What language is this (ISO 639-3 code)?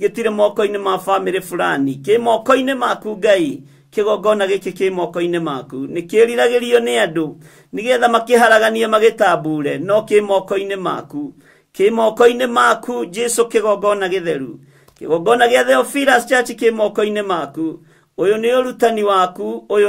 kik